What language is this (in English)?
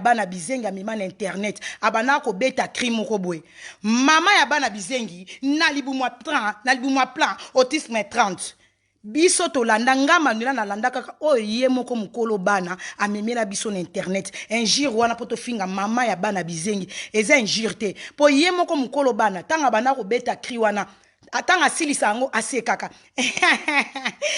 Lingala